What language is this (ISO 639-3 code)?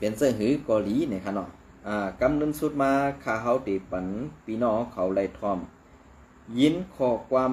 shn